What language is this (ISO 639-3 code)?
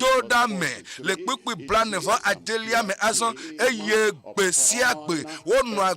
ewe